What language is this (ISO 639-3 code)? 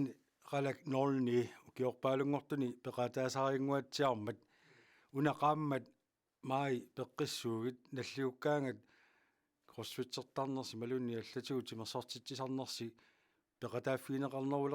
kal